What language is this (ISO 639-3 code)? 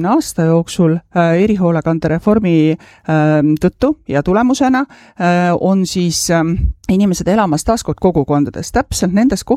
est